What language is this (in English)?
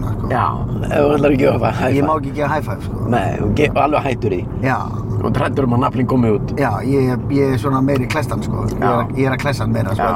Icelandic